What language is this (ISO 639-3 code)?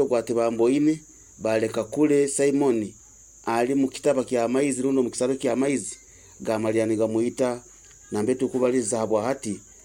nyo